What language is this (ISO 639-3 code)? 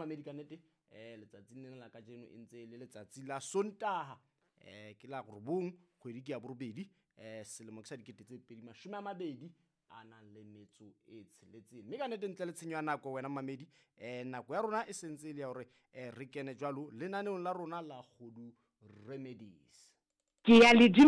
sot